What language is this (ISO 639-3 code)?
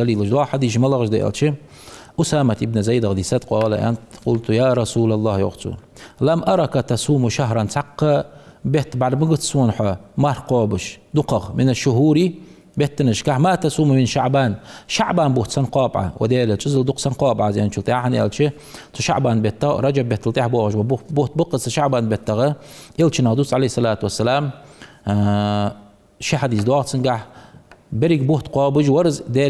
inh